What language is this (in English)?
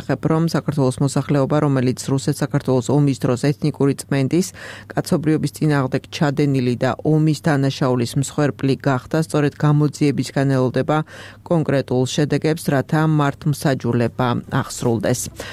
Georgian